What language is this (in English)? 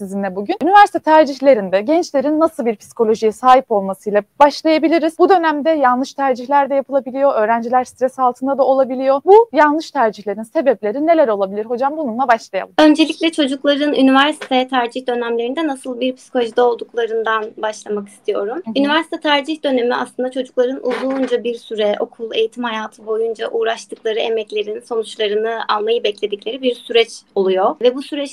Turkish